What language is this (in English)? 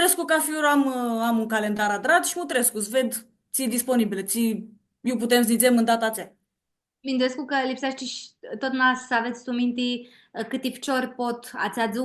Aromanian